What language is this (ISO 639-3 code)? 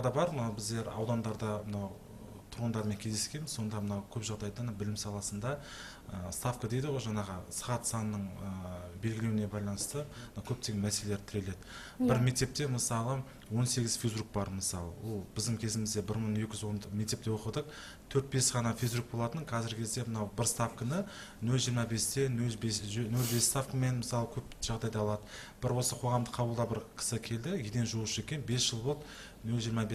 kaz